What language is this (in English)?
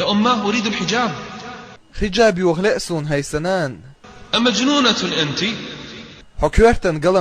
Chechen